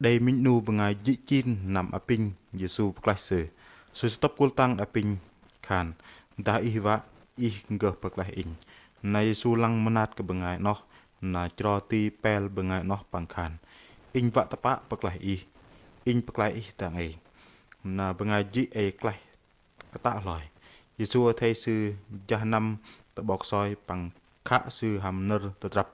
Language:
Bahnar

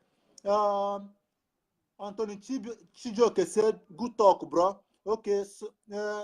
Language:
Nigerian Pidgin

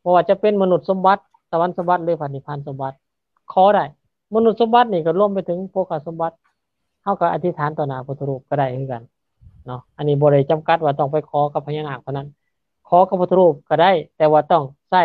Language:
Lao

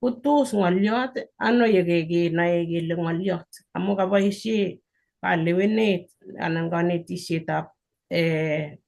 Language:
Kalenjin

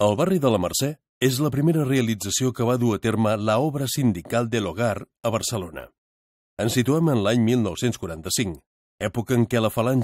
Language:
Catalan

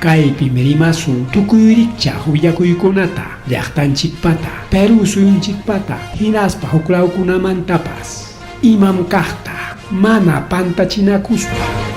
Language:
Ayacucho Quechua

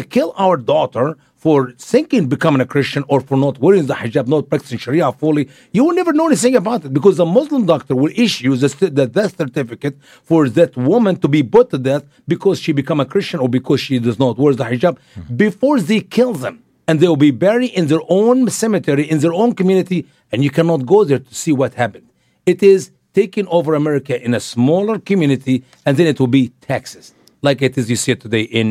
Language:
English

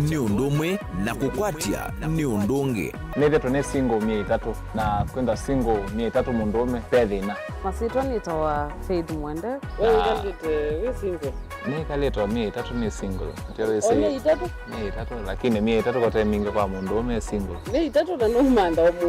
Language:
Kamba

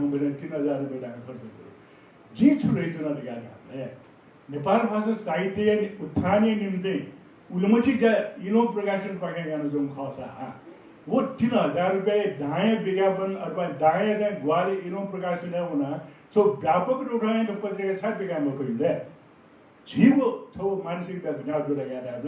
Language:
Newari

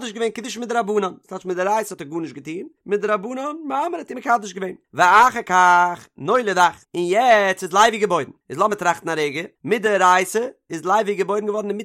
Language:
Yiddish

